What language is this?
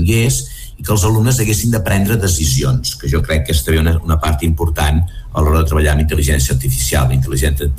Catalan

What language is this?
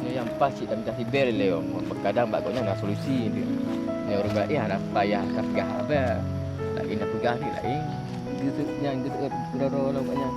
Achinese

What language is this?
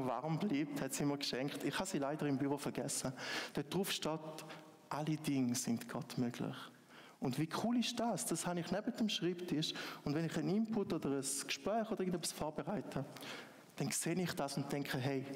Swiss German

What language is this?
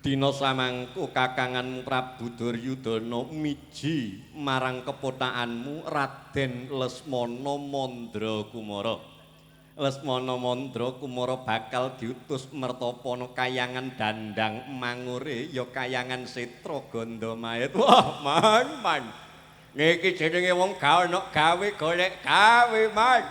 Javanese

